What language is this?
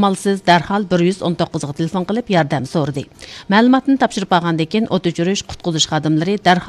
Uyghur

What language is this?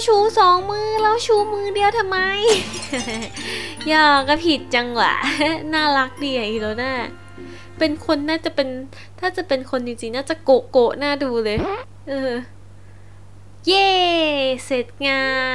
Thai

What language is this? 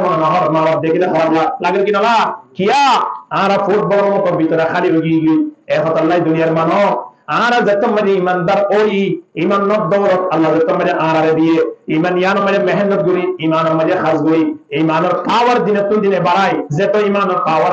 Rohingya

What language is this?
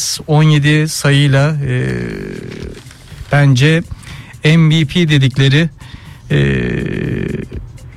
Turkish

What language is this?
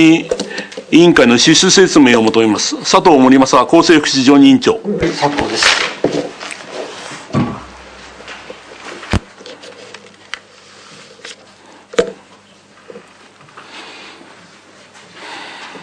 Japanese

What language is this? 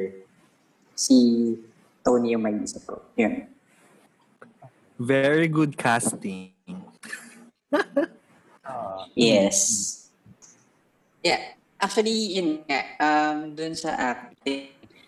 Filipino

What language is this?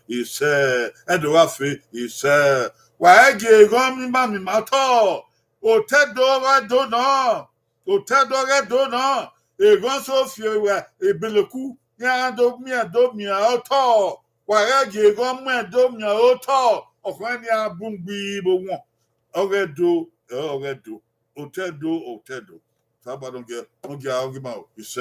Bini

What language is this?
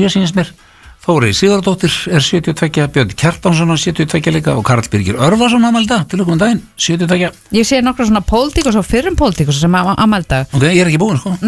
Icelandic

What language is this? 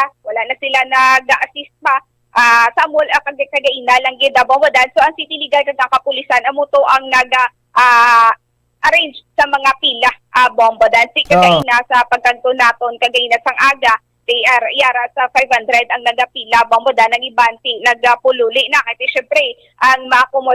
Hiligaynon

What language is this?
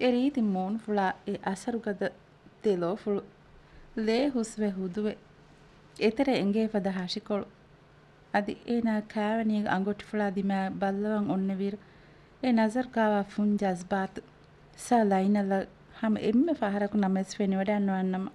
Divehi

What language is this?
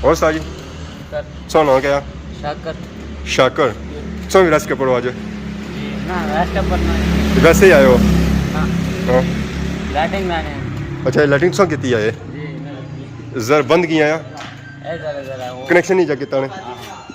Pahari-Potwari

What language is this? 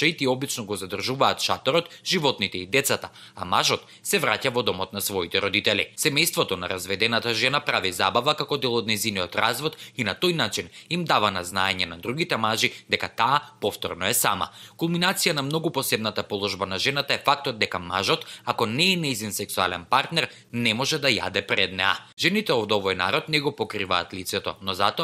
Macedonian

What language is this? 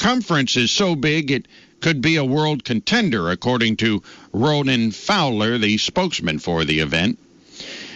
English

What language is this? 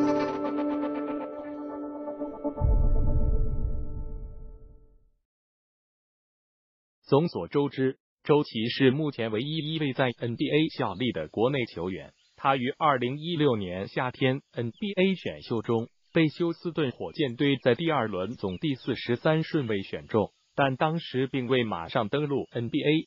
Chinese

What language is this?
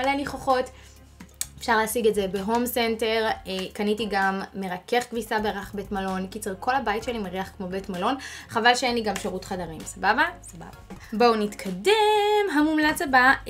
Hebrew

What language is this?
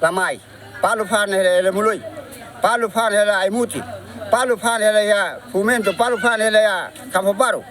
Tetum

